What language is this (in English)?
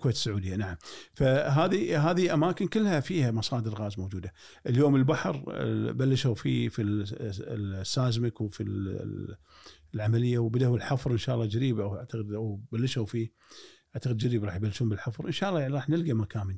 Gulf Arabic